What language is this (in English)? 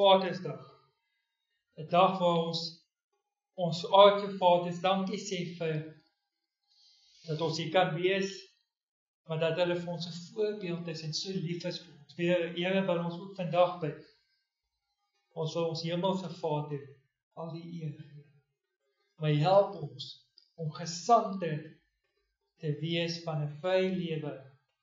Afrikaans